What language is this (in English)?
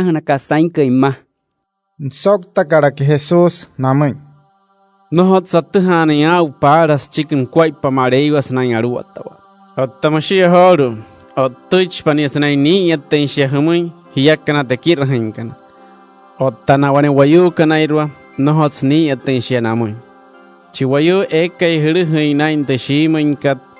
Wayuu